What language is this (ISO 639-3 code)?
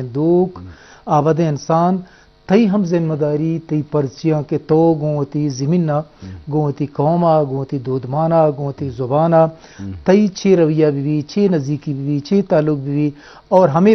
bgp